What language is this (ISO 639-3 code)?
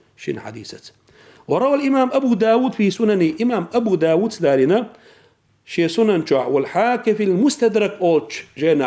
che